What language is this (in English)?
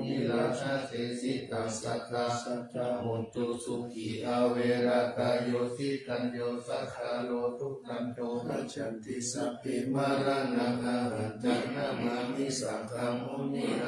Pali